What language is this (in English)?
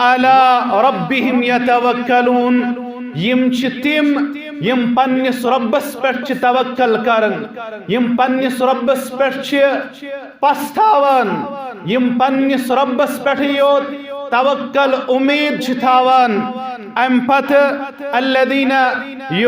Kashmiri